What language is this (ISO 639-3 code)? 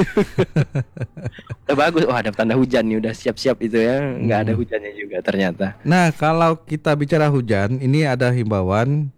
ind